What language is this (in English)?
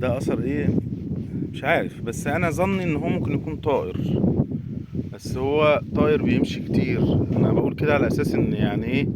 Egyptian Arabic